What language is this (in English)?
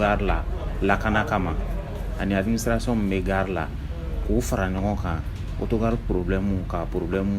Bambara